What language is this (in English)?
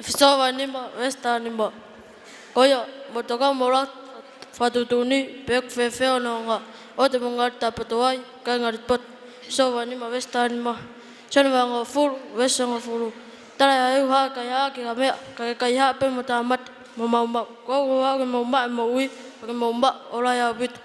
Tongan